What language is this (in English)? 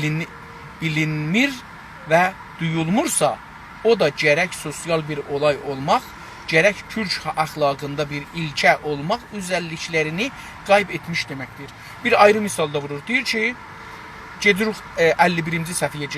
South Azerbaijani